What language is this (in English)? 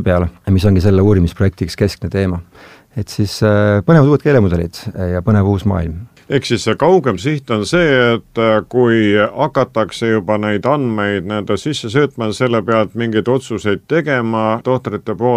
Estonian